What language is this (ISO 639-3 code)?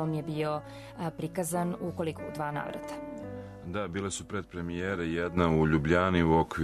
srp